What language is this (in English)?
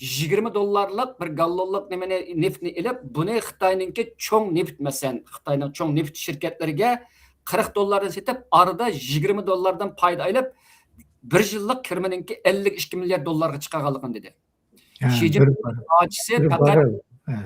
Uyghur